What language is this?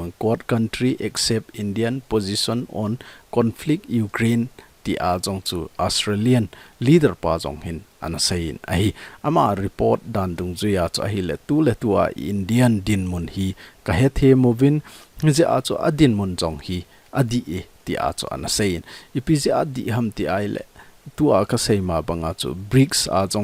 Thado Chin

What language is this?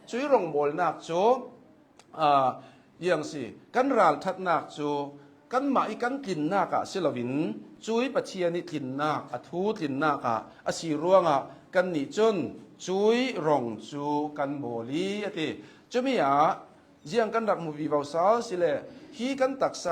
Hakha Chin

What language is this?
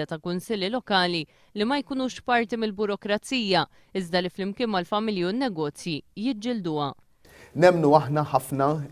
Maltese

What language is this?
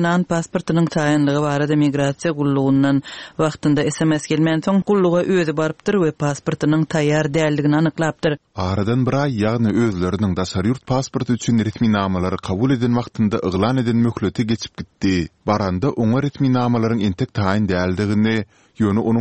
Turkmen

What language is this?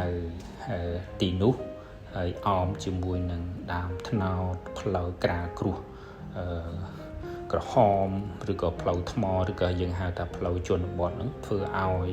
Khmer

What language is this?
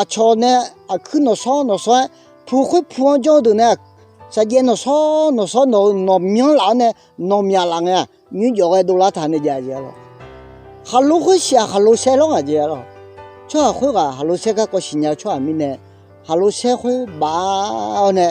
Akha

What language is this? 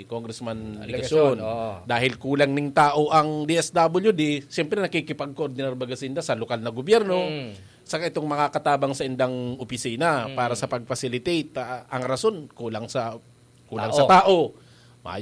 Bikol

